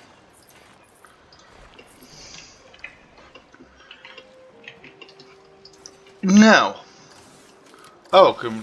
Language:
Dutch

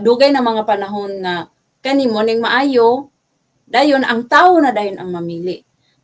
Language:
Cebuano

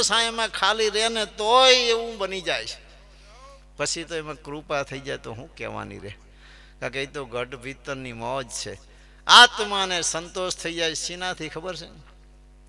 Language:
Gujarati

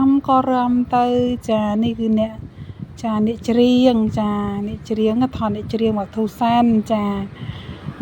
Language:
Khmer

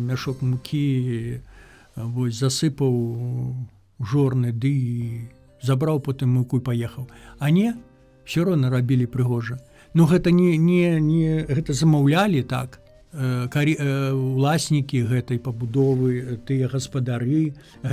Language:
Belarusian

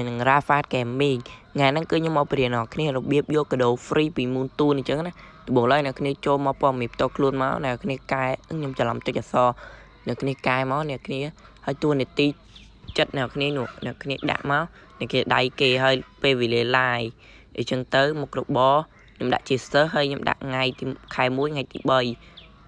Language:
Khmer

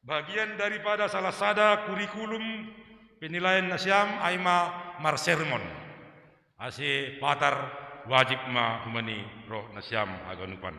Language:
Batak Simalungun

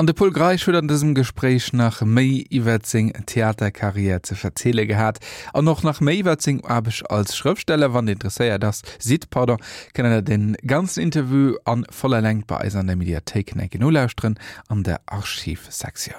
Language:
Luxembourgish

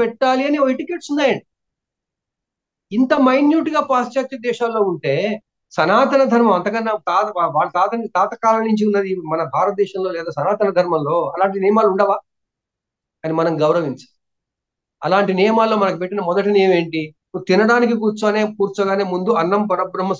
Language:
Telugu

